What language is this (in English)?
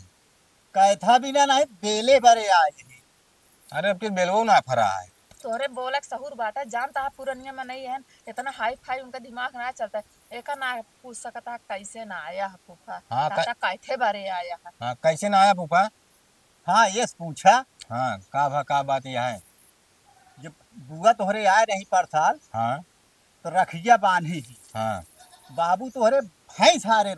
Awadhi